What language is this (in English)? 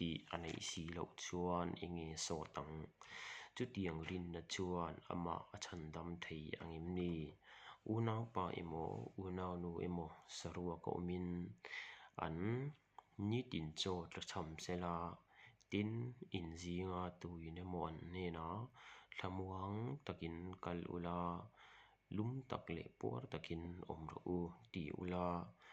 Mizo